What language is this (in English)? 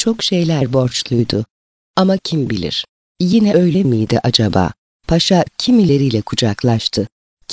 Turkish